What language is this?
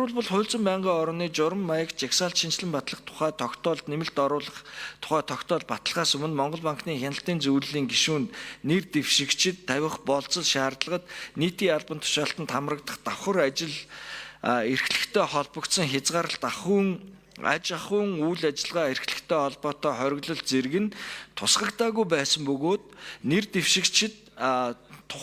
Mongolian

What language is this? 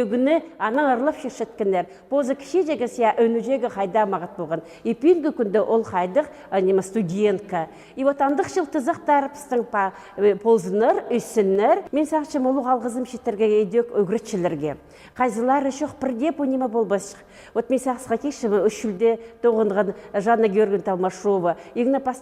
Khakas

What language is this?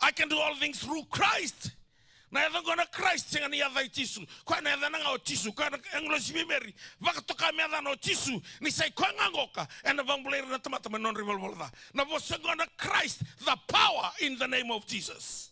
Fijian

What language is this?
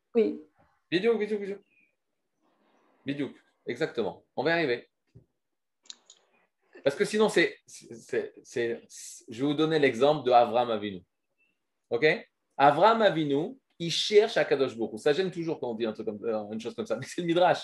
French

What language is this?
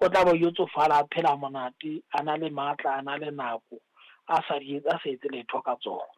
Southern Sotho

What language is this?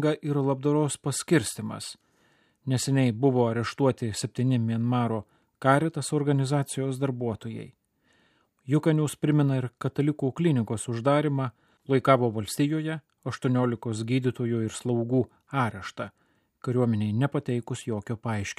Lithuanian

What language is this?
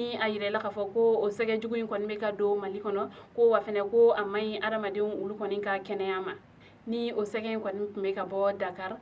Bambara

